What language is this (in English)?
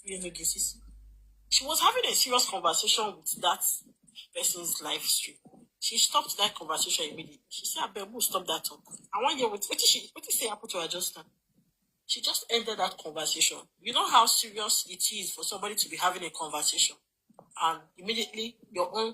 Nigerian Pidgin